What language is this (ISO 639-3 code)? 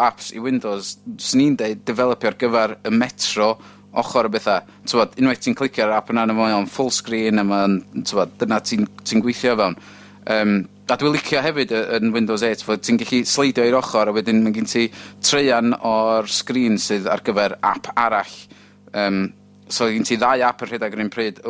cym